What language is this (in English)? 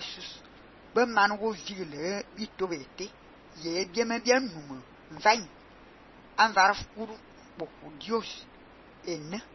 Fang